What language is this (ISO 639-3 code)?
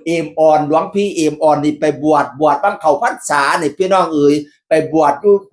tts